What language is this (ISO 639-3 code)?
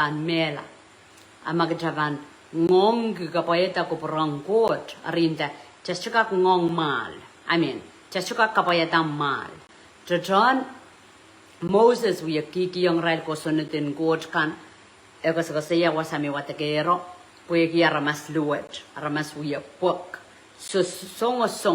pon